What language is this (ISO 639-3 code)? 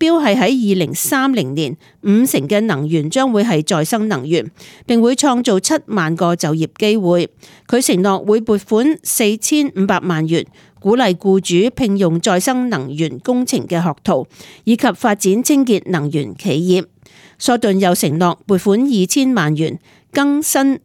yue